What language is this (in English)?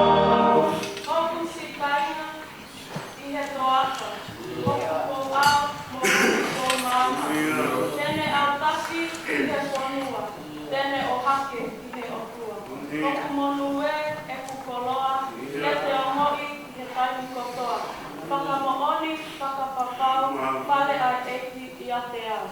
Tongan